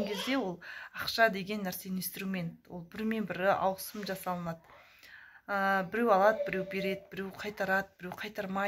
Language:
Kazakh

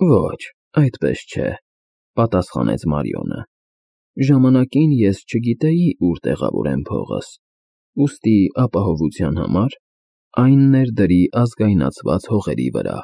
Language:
Armenian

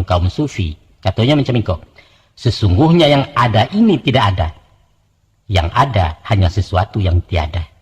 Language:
Minangkabau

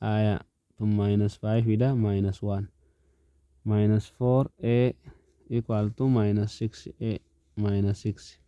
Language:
Oromo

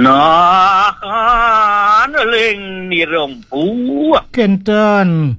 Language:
Balinese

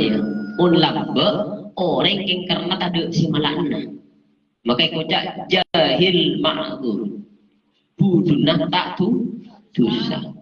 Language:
Madurese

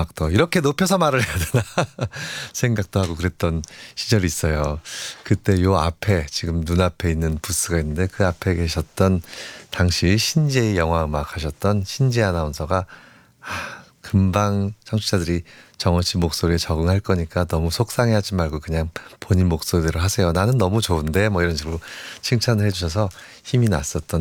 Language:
Korean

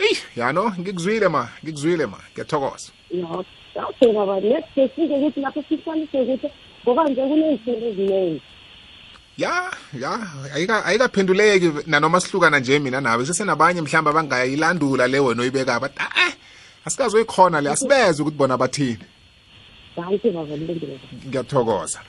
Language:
South Ndebele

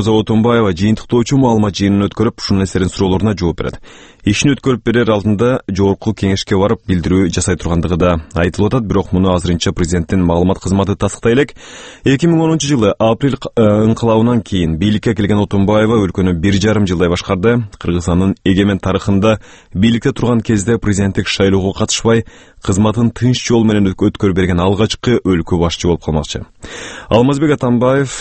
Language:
Kyrgyz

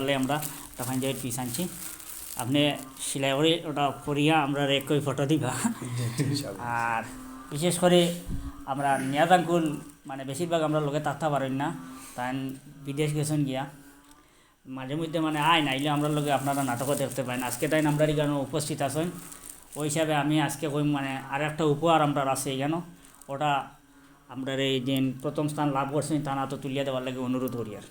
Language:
Sylheti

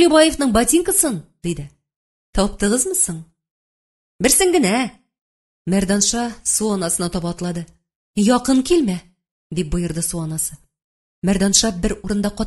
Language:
Tatar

